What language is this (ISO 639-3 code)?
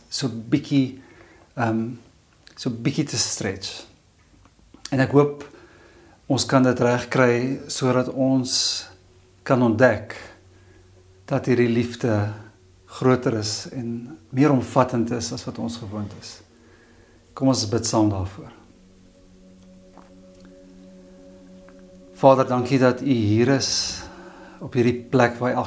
afr